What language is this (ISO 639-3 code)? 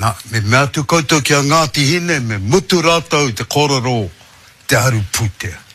mri